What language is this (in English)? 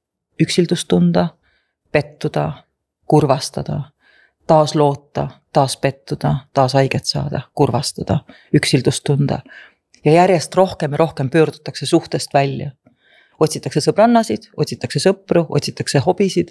Estonian